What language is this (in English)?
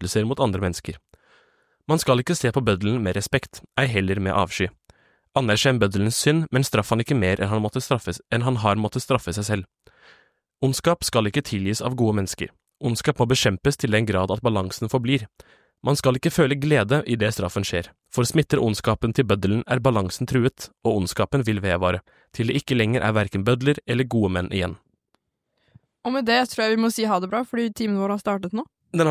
Norwegian